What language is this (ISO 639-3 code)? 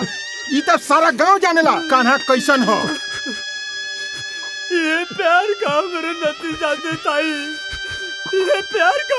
bho